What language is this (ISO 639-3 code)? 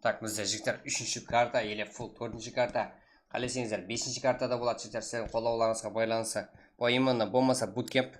kaa